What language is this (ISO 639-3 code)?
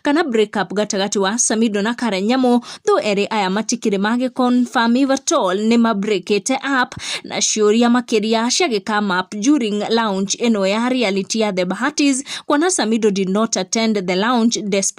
kik